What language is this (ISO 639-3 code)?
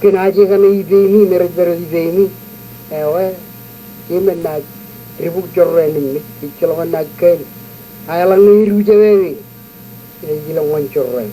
mah